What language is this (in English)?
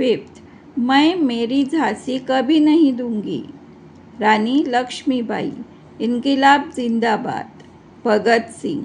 Konkani